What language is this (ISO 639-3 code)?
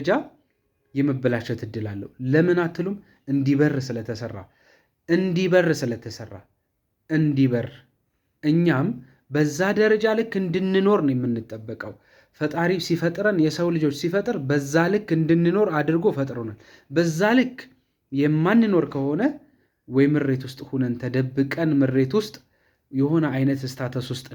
amh